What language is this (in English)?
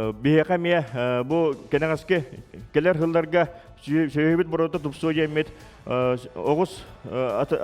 Yakut